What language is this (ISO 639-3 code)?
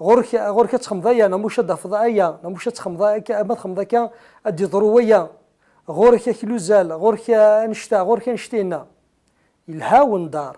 kab